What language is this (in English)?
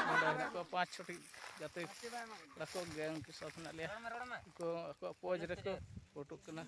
Santali